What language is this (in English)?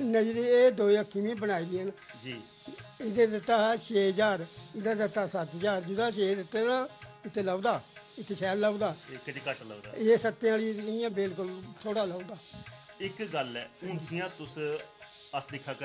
Dogri